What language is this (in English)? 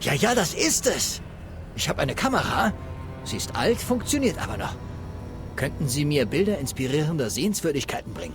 Bavarian